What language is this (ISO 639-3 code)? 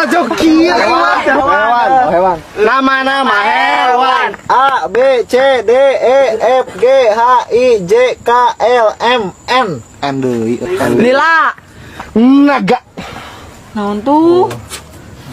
sun